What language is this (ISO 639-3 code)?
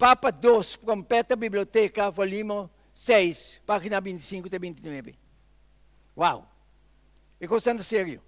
pap